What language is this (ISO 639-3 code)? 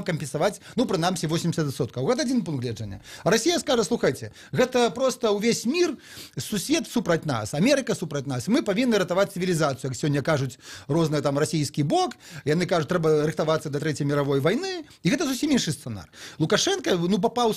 bel